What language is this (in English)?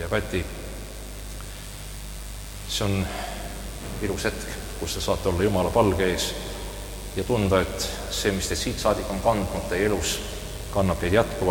Estonian